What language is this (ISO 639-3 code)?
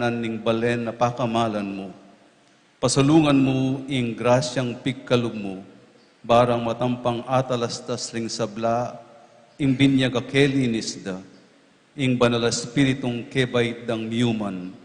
pam